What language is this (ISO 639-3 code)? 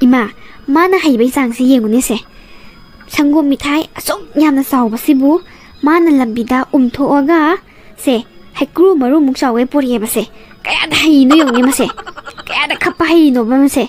mni